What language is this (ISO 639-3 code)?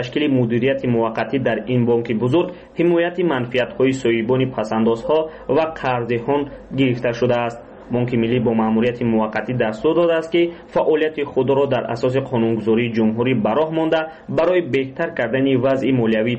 tgk